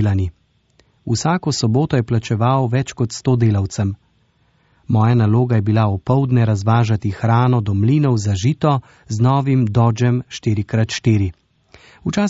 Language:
Slovenian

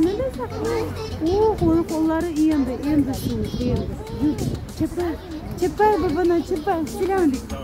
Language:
Crimean Tatar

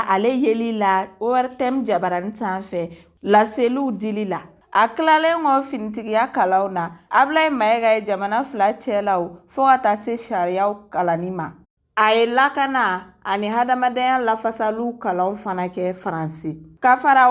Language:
Bambara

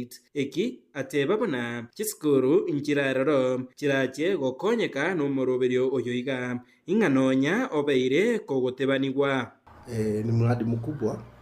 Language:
Gusii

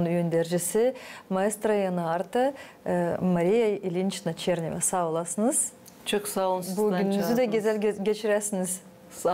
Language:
Gagauz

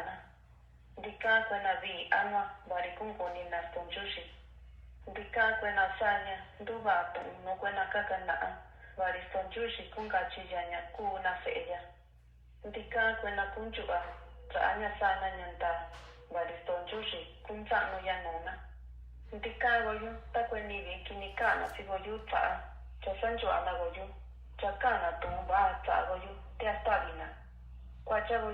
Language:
Mixtepec Mixtec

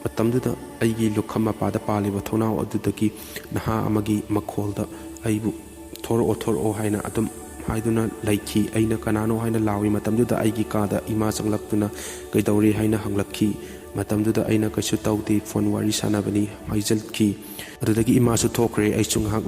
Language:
Manipuri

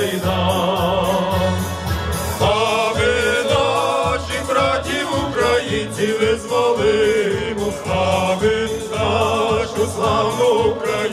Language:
Ukrainian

